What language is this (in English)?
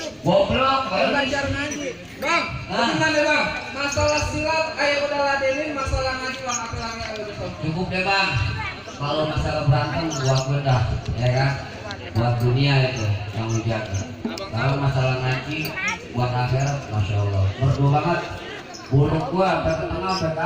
Betawi